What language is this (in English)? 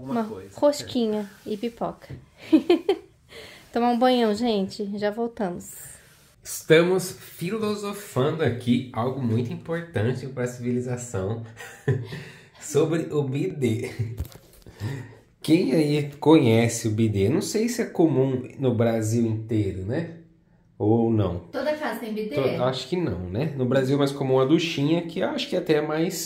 Portuguese